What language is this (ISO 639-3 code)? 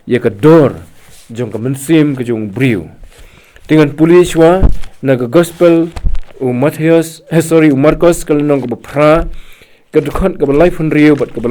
kha